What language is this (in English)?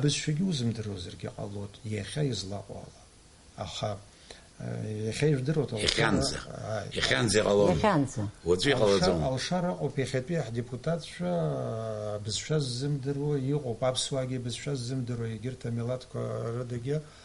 Abkhazian